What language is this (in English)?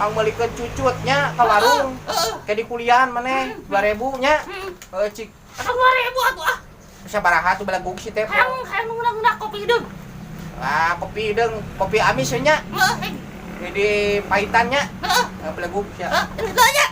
Sundanese